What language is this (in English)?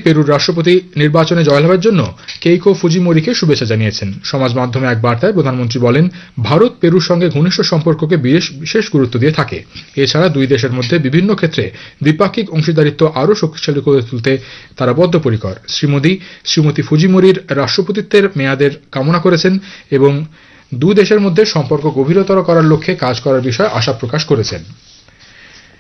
Bangla